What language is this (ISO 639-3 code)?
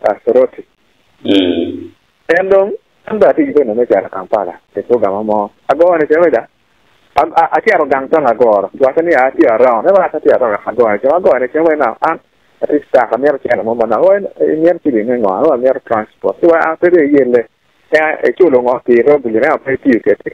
ach